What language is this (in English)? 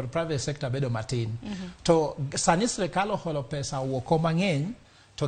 Luo (Kenya and Tanzania)